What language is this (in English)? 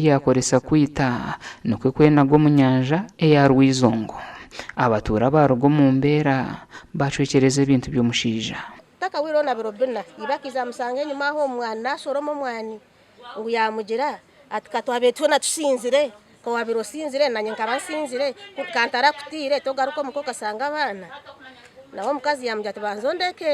Nyankole